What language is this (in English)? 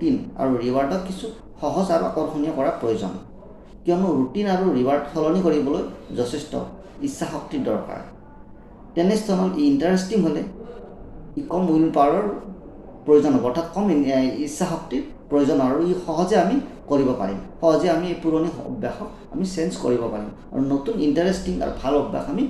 Assamese